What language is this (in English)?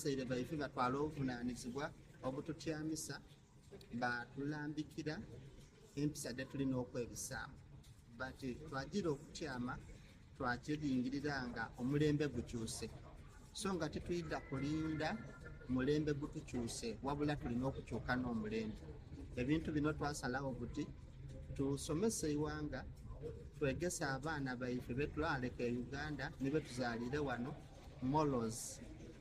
Soga